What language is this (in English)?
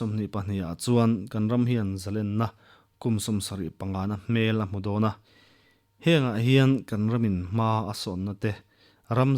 Mizo